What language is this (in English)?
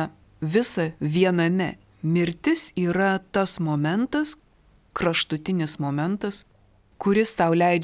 Lithuanian